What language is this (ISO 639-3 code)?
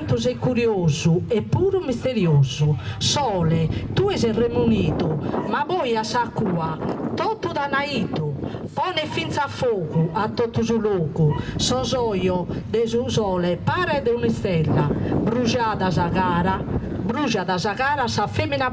srd